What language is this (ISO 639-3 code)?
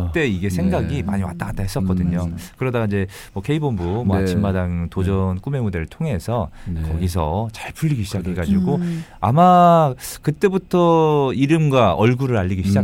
kor